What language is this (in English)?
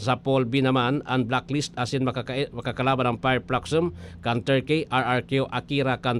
Bikol